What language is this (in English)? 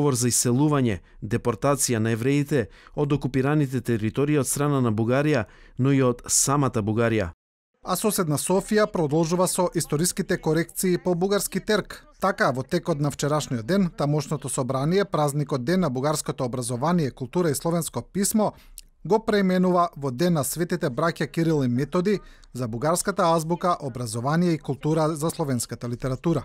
Macedonian